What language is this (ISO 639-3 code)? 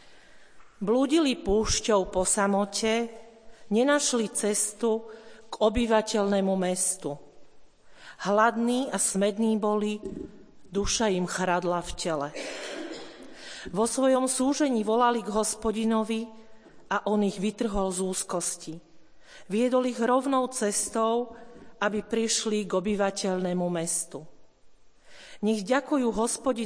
slk